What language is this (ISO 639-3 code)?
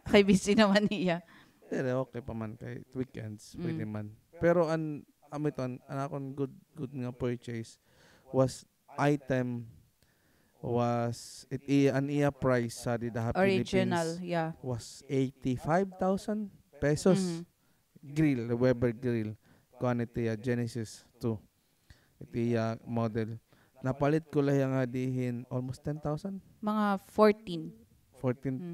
war